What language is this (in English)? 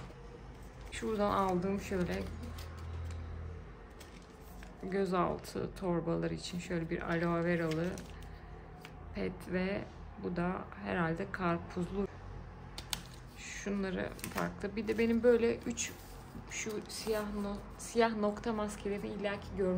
Turkish